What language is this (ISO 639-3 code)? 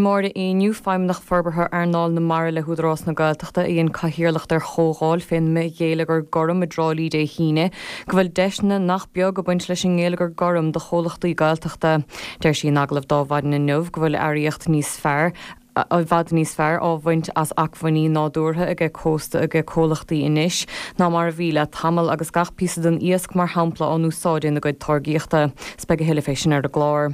gle